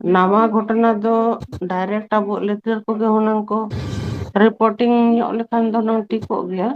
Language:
Santali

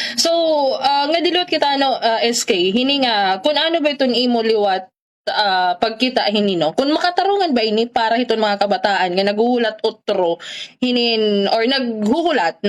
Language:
Waray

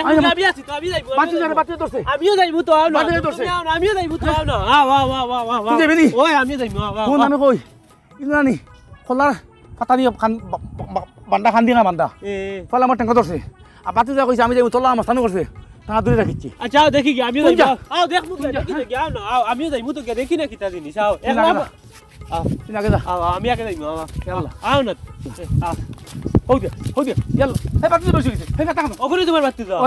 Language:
Sylheti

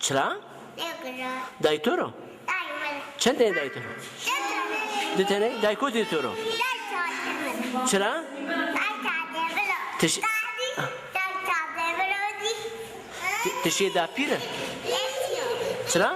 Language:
Zaza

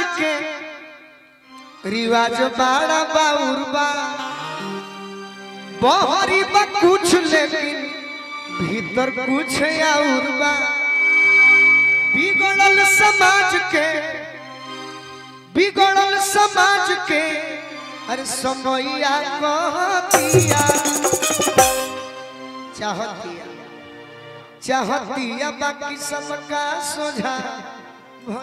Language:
Bhojpuri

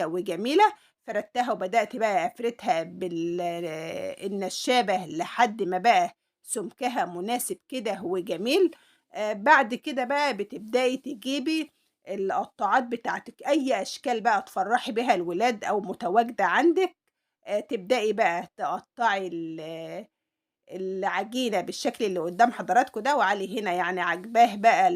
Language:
Egyptian Arabic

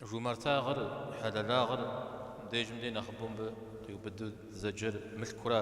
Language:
Kabardian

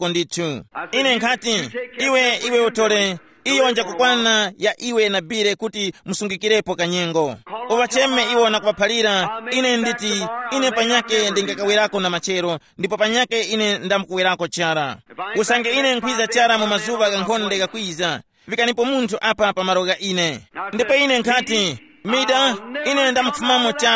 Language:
Tumbuka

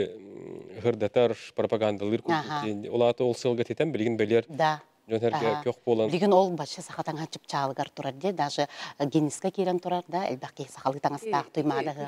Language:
Yakut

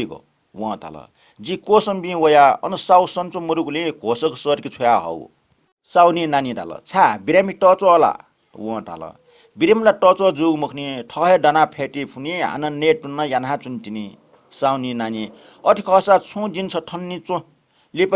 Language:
Newari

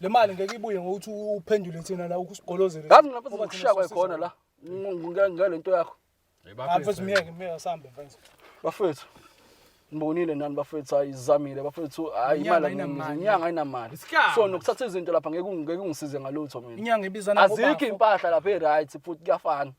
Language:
Zulu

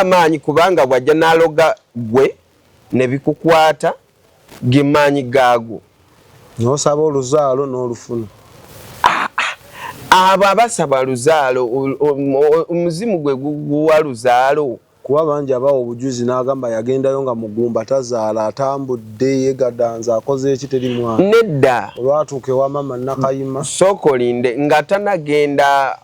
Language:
Ganda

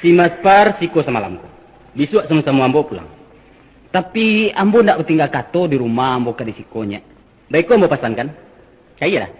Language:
Minangkabau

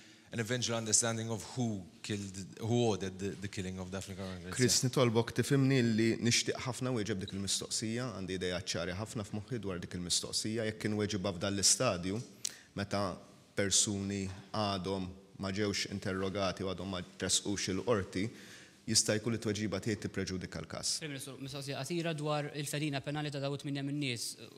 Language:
Maltese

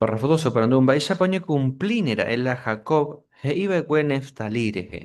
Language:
Guarani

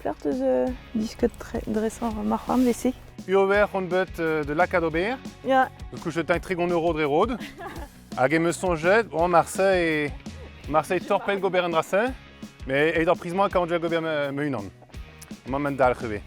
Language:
Breton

